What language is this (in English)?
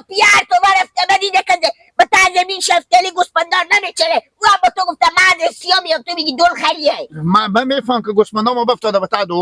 Persian